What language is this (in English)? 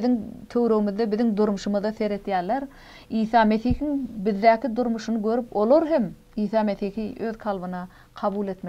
Turkmen